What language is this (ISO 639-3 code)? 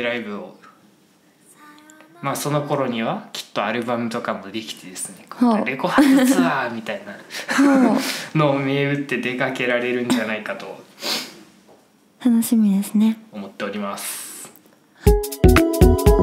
jpn